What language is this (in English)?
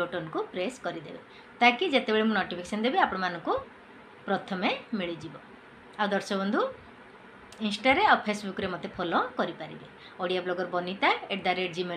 Odia